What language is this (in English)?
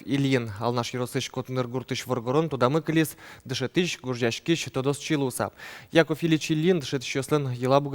Udmurt